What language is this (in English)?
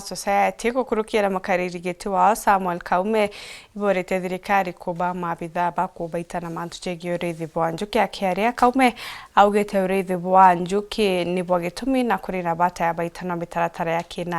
Meru